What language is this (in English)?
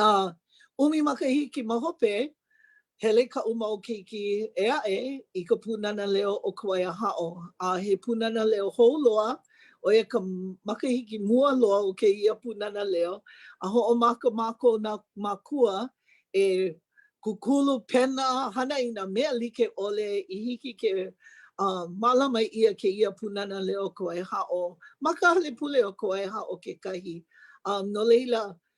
Hawaiian